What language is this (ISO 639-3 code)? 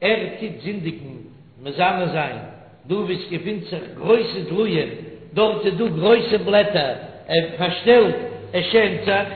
yid